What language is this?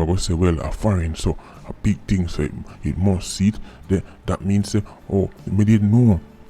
Jamaican Creole English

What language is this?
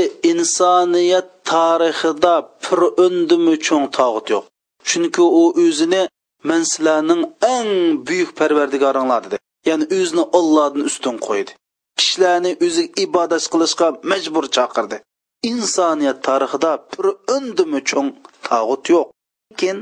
Uyghur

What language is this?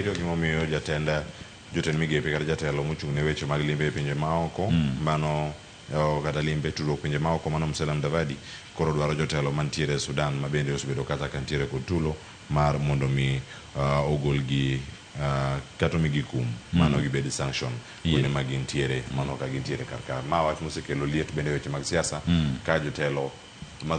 Luo (Kenya and Tanzania)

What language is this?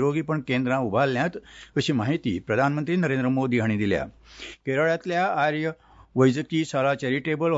Konkani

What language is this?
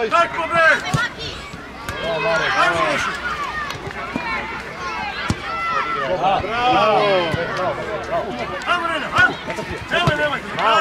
Serbian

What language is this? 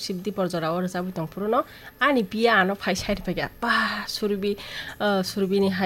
Kok Borok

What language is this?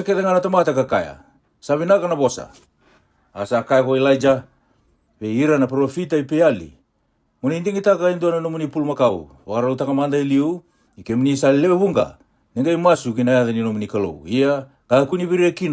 Fijian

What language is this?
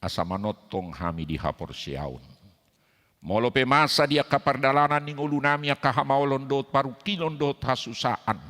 Batak Toba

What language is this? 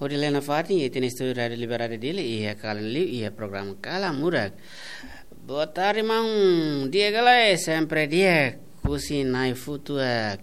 Tetum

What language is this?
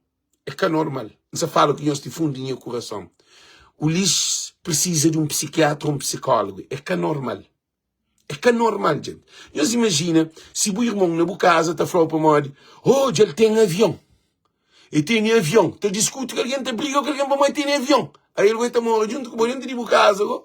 Kabuverdianu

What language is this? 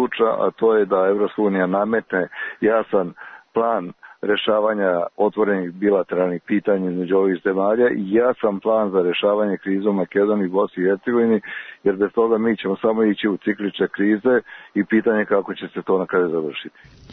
Serbian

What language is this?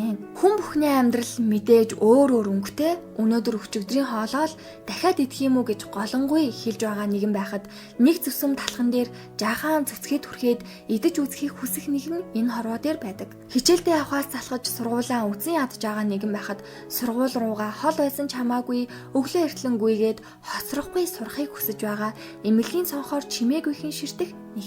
Mongolian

